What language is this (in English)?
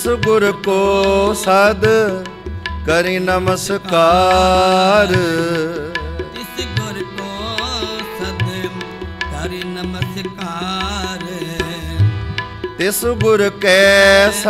Punjabi